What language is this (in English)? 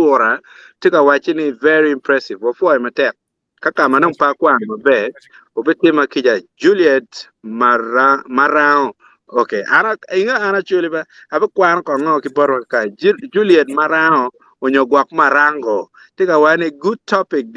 Acoli